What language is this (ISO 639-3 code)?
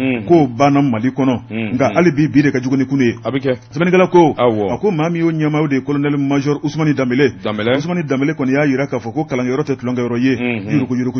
bam